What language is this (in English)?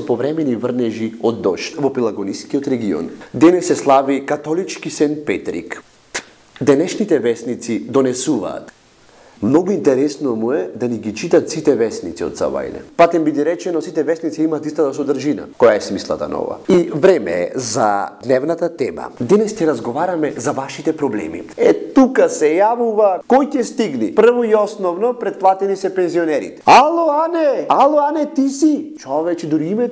Macedonian